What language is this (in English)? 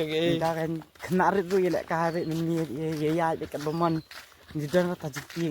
Khasi